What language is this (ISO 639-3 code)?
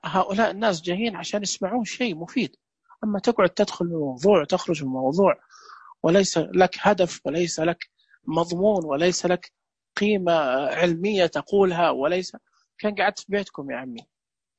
ars